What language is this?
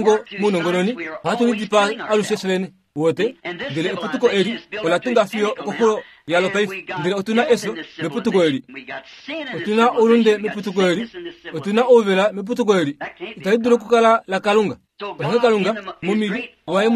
Kuanyama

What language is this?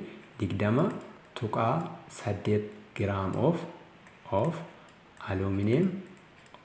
Oromo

